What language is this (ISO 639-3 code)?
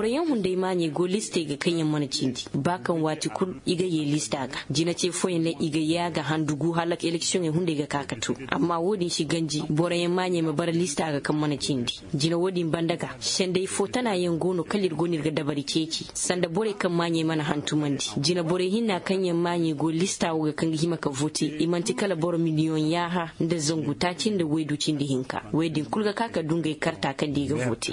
dje